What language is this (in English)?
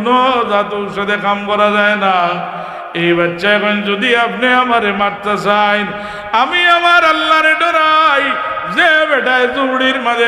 Sylheti